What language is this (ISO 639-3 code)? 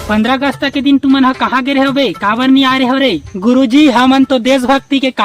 hne